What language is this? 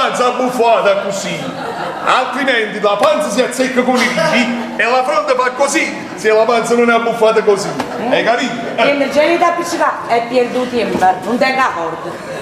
Neapolitan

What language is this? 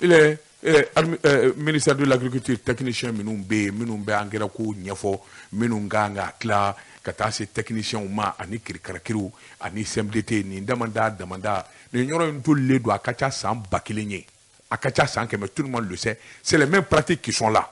Bambara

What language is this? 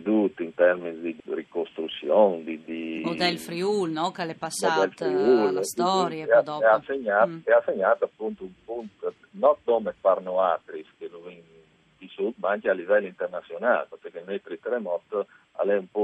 Friulian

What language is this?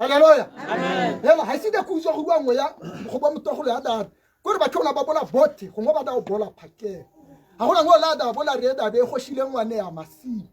Tswana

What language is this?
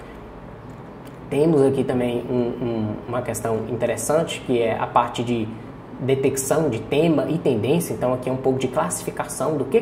Portuguese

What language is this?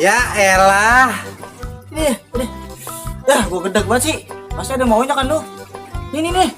Betawi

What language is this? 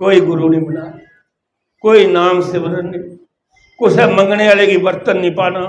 Dogri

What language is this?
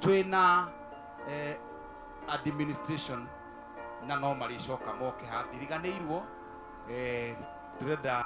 Kikuyu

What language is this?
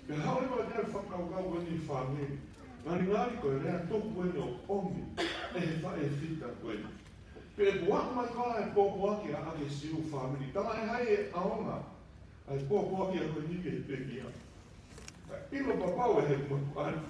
Tongan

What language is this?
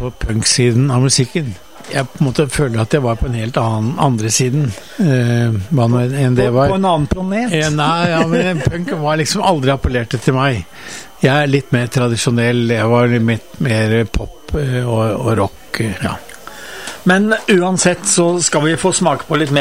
Norwegian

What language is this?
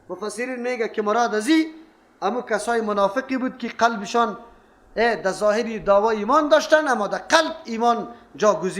Persian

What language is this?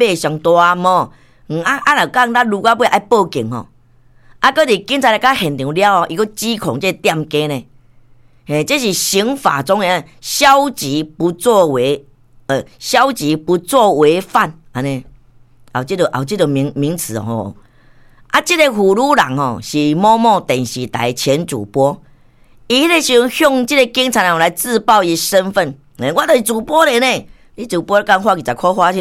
Min Nan Chinese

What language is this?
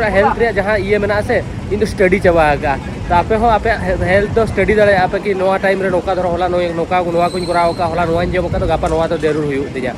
Santali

